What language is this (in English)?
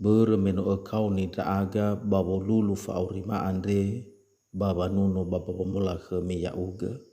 Nias